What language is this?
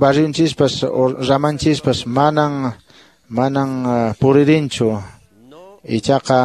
Quechua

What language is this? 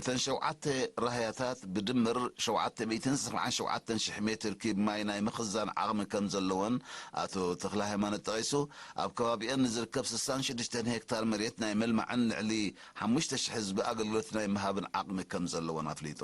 Tigrinya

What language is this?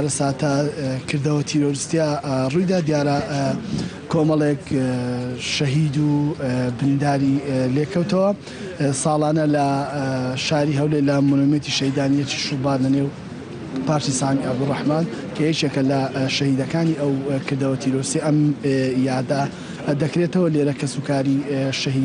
Central Kurdish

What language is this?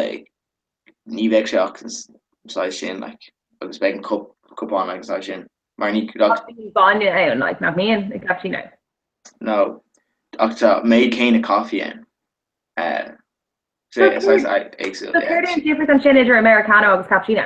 Irish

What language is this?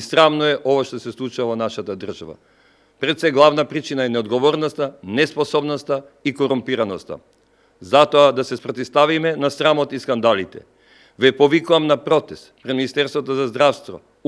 Macedonian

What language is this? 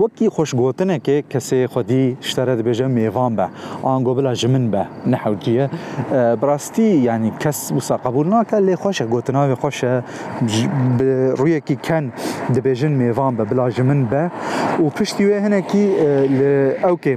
Kurdish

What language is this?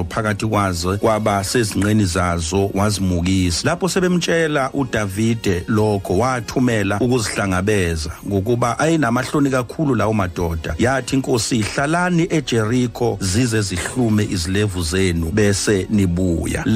Zulu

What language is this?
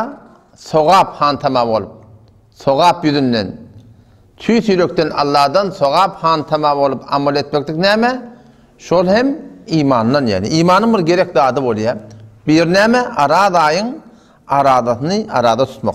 Turkmen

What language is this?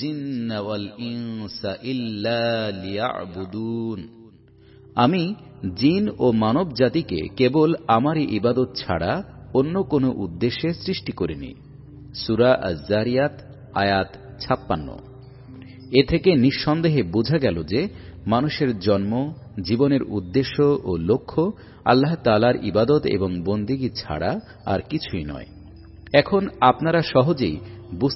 Bangla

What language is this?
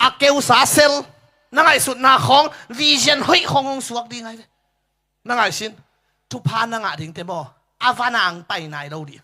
Tedim Chin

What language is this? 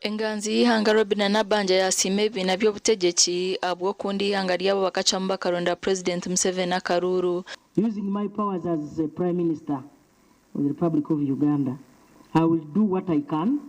Nyankole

